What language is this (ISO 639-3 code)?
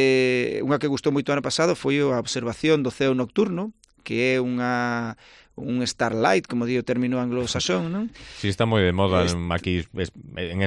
glg